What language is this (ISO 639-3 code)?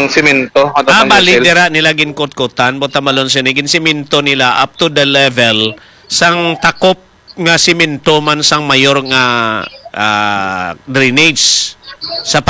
hil